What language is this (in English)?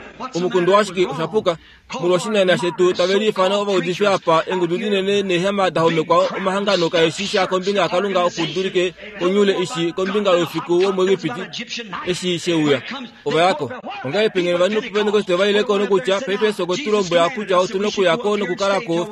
Kuanyama